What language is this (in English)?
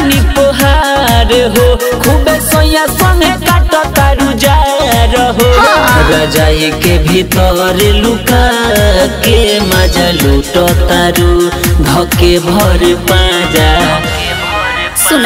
Bhojpuri